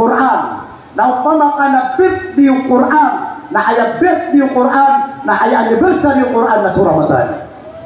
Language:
Maranao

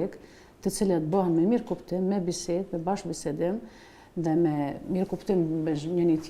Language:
Albanian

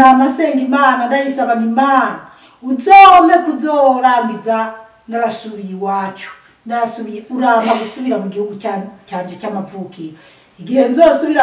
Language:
Rundi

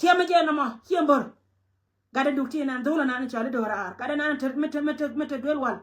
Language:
Nuer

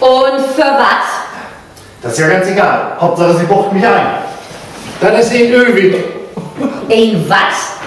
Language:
Low German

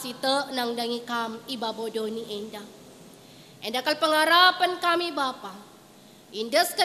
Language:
Batak Karo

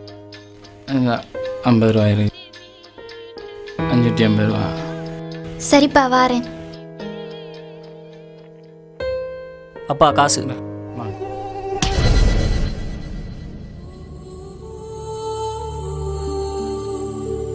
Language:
Tamil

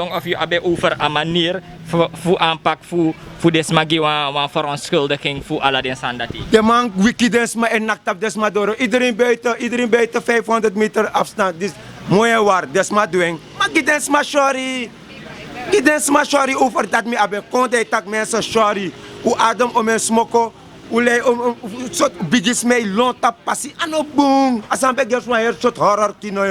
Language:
Sranan Tongo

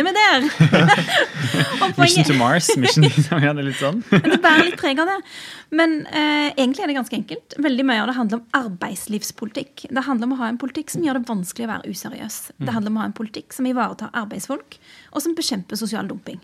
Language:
Norwegian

